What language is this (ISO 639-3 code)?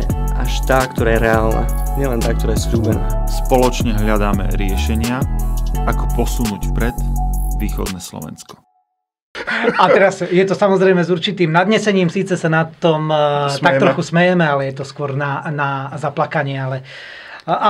slk